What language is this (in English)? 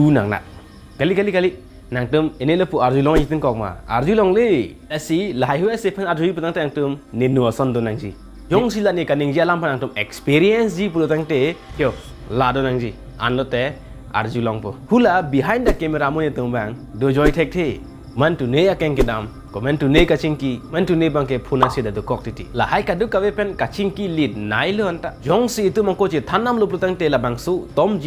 Karbi